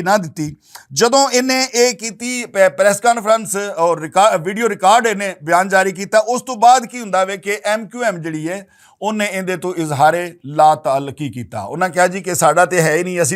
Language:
Western Panjabi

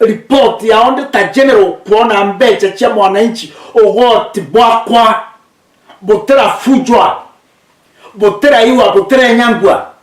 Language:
Meru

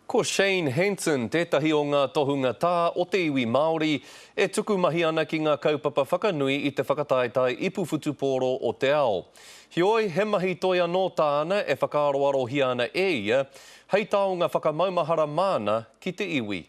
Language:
Māori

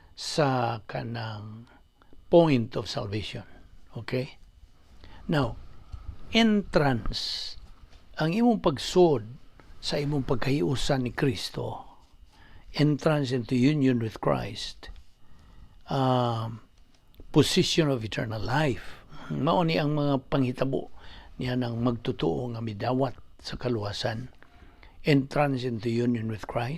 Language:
Cebuano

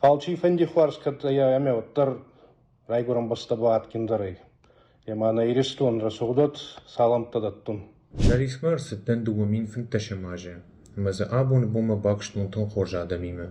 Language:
Ossetic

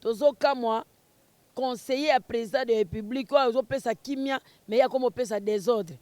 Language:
Lingala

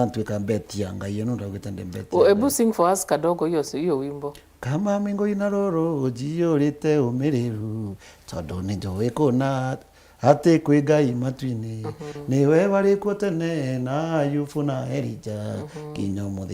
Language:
Meru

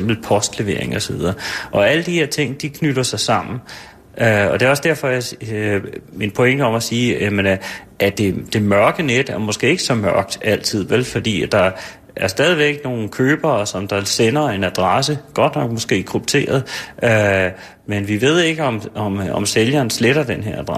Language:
Danish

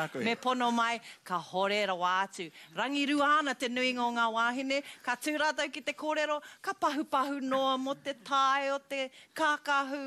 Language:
Māori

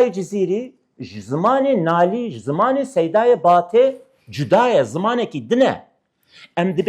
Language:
Kurdish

